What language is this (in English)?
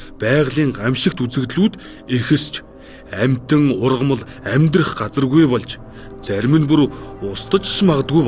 Mongolian